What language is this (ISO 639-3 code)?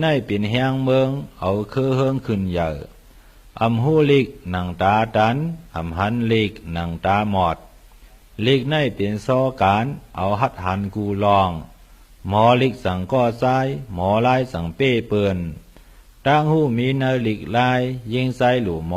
shn